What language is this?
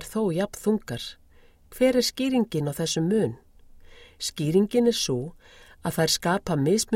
Icelandic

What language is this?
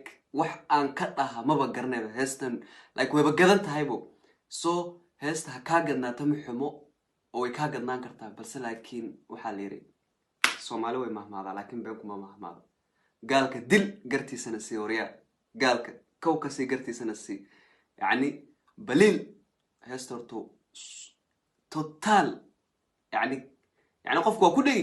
Somali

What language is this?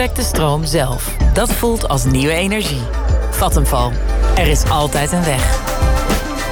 Dutch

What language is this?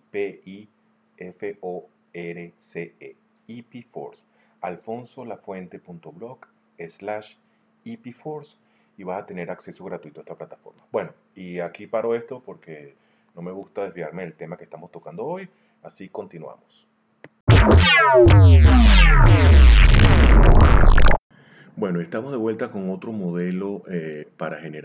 Spanish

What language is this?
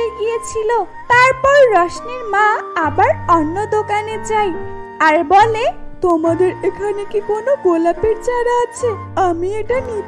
Bangla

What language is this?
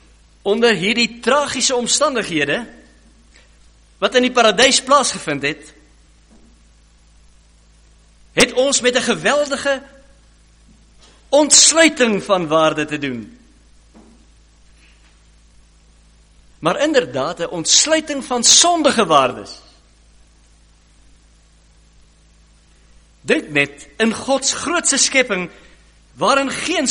Afrikaans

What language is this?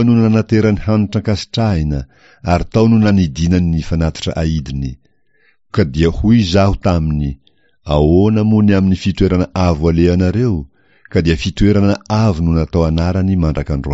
Malagasy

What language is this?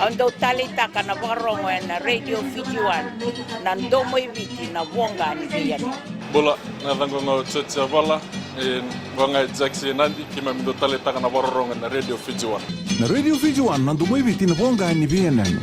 Fijian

